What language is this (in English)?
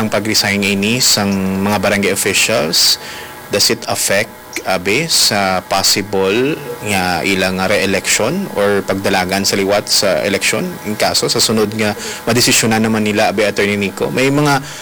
Hiligaynon